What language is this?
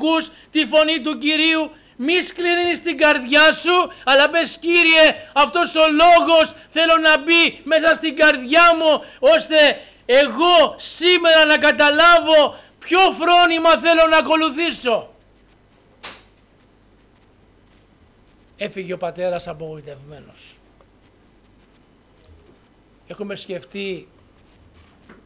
Greek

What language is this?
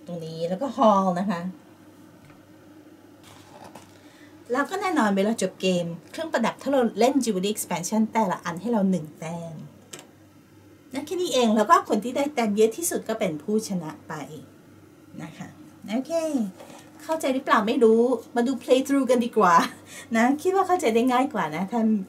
Thai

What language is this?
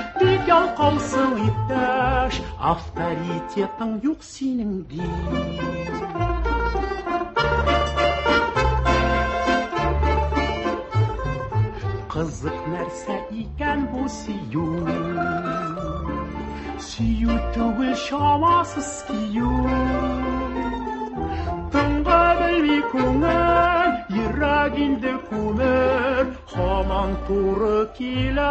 Tatar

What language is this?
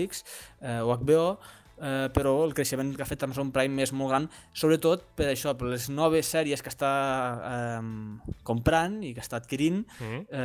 Catalan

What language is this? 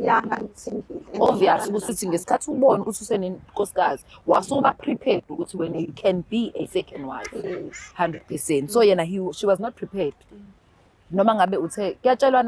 Zulu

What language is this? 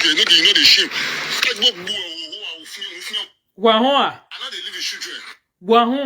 Nigerian Pidgin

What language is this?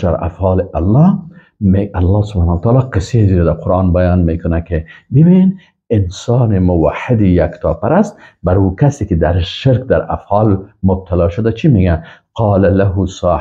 Persian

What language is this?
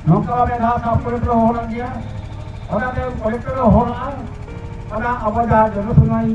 Santali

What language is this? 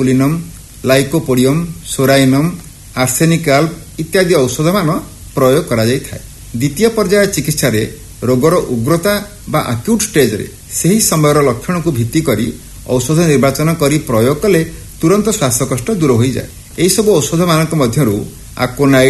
Odia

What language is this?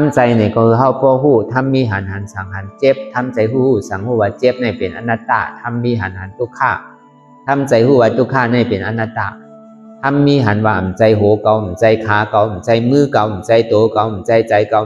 Shan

